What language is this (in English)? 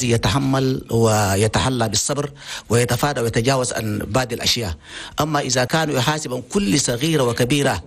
Chadian Arabic